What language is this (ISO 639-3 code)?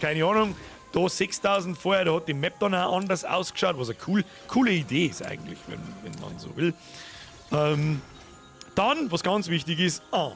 bar